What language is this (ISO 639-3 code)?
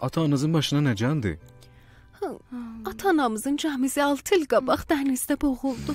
azb